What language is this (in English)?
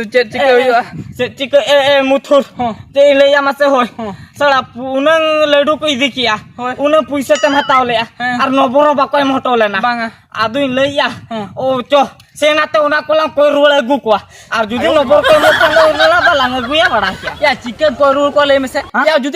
Santali